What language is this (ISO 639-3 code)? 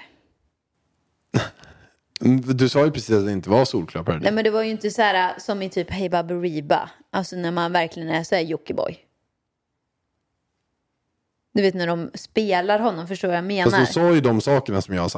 swe